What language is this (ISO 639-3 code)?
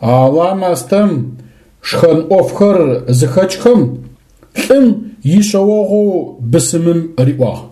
ady